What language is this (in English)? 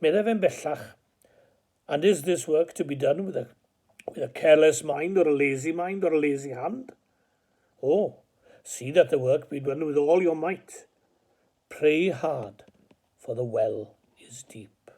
Welsh